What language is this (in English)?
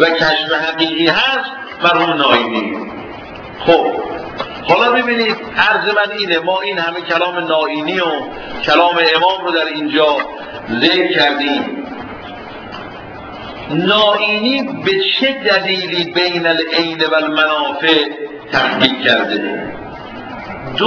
Persian